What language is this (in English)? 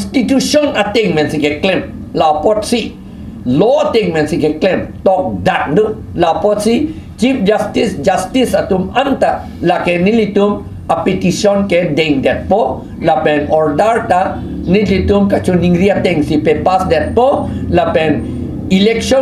Karbi